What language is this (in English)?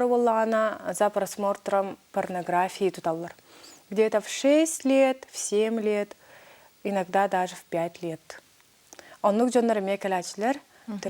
Yakut